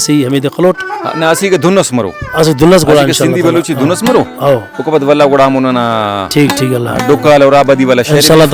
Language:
Brahui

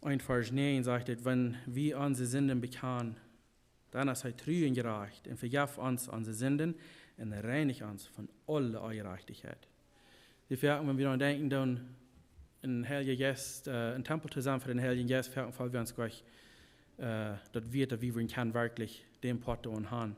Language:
Plautdietsch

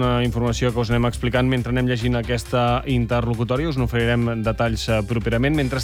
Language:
Catalan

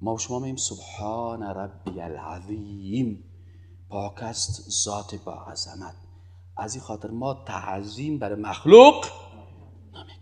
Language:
Persian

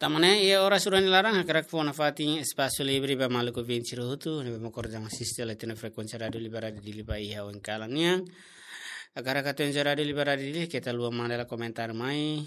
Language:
Tetum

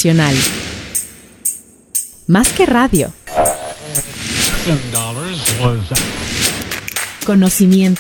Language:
Spanish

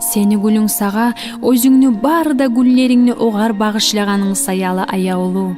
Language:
Kumyk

